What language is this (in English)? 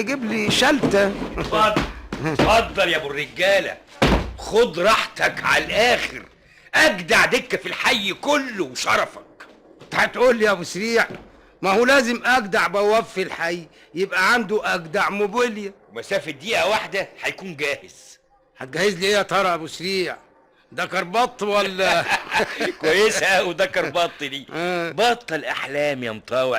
Egyptian Arabic